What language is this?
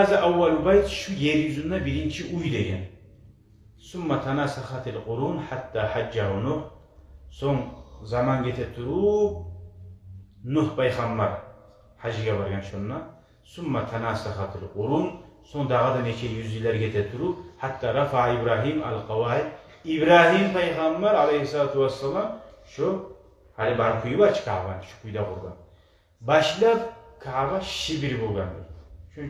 Kumyk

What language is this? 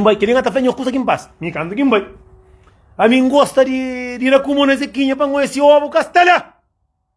Kabuverdianu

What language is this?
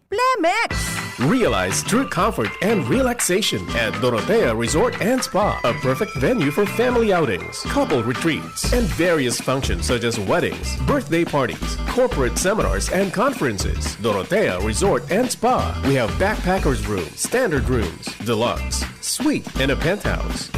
Bikol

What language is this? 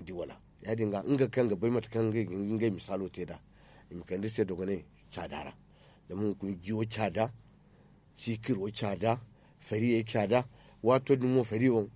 Zarma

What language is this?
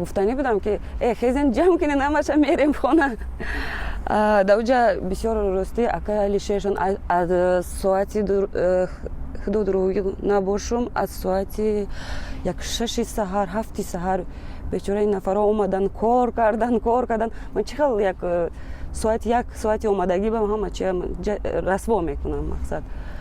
Tajik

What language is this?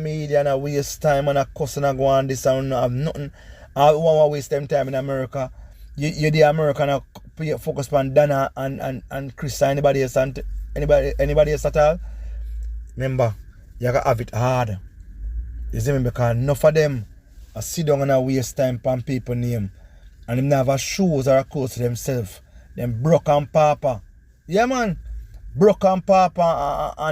Jamaican Creole English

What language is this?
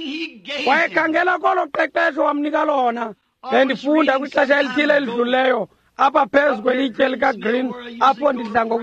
Xhosa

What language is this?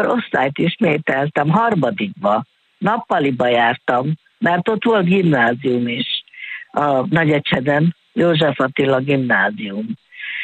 Hungarian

